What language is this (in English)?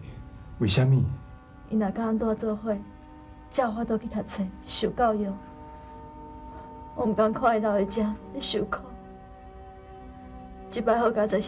Min Nan Chinese